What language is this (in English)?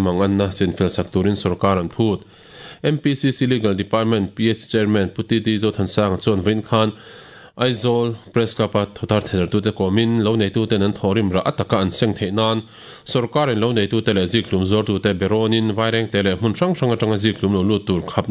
Mizo